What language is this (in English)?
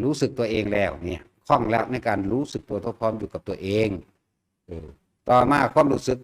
Lao